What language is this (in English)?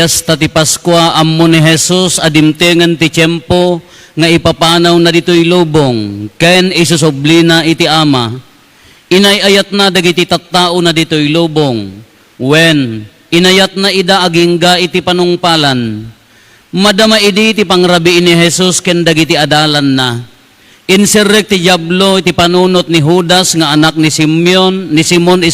Iloko